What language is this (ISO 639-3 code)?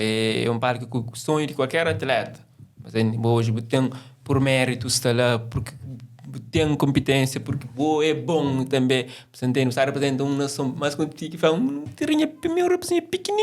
kea